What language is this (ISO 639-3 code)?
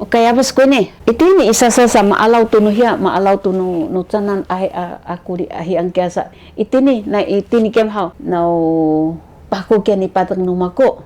szy